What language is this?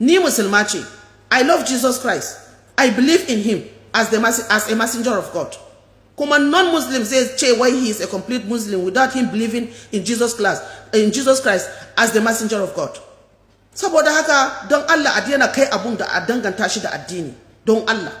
Hausa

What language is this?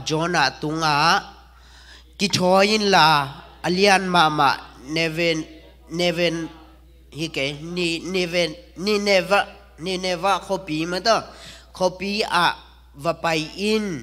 Tedim Chin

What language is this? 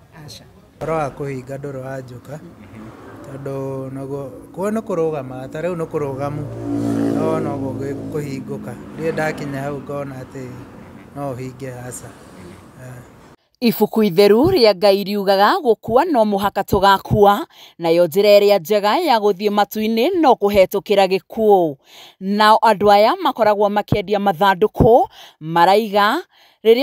Kikuyu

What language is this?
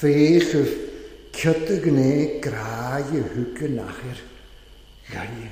Welsh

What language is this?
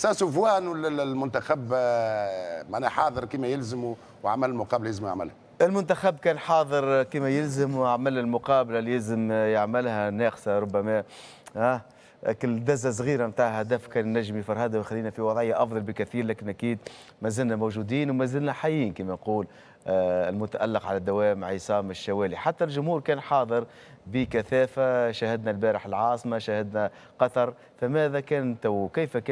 Tunisian Arabic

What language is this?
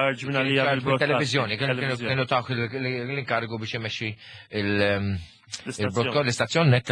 Maltese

